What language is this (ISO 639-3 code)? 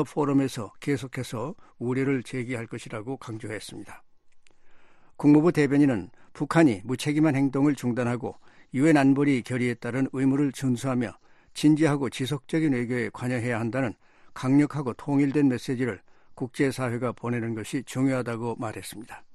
kor